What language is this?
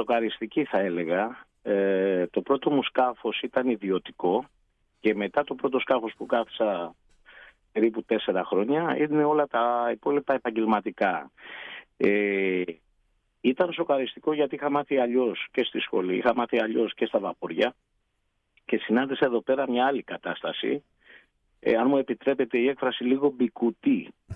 Greek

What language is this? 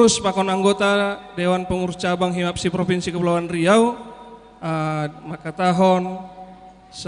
Batak Simalungun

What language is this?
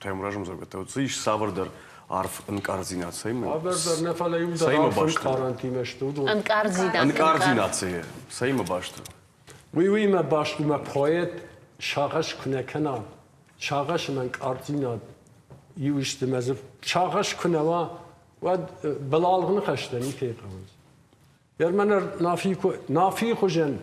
Ossetic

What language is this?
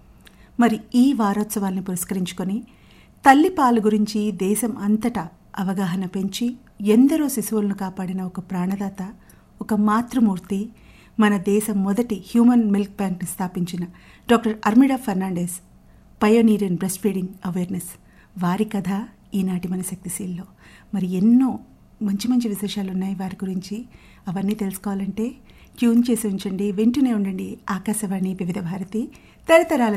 Telugu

